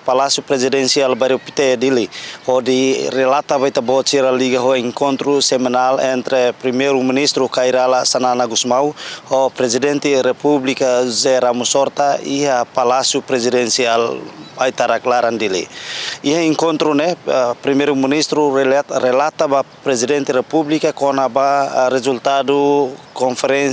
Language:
Tetum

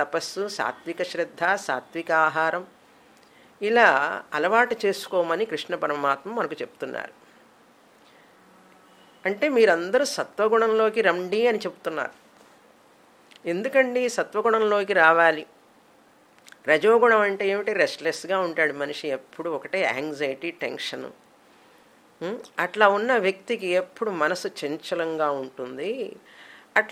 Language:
Telugu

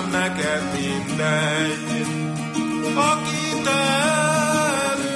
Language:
Hungarian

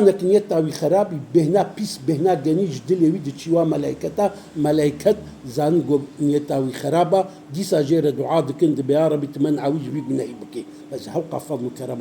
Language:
Kurdish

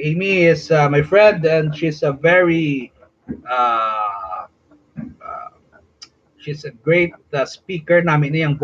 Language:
Hiligaynon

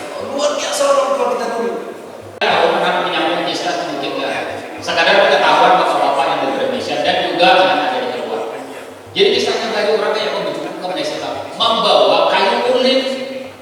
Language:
Banjar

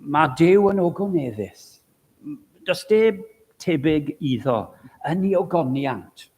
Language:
Welsh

